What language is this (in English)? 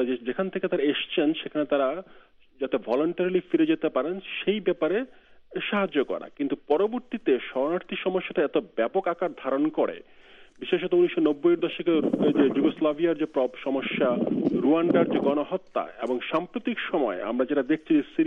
Bangla